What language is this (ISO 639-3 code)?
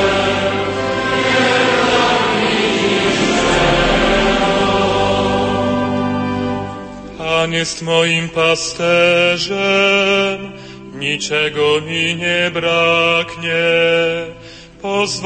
pol